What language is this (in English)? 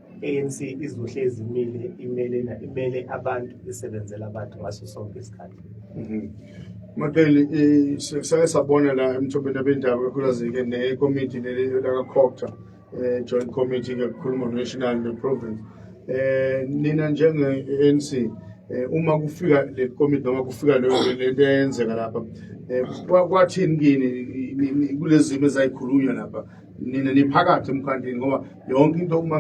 Zulu